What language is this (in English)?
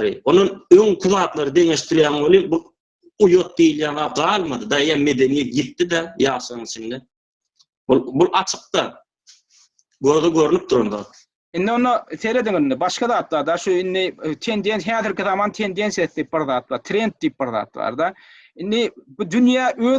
Turkmen